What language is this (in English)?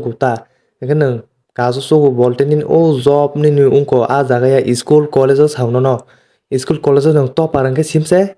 Kok Borok